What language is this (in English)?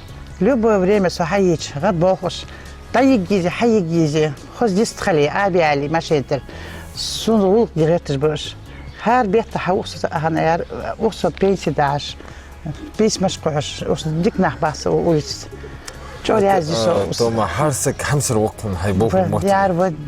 Ingush